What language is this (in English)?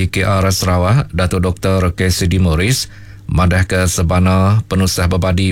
Iban